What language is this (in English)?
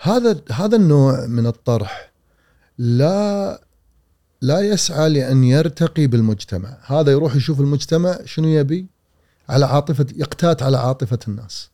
Gulf Arabic